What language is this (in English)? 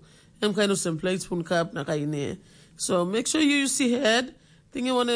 Tok Pisin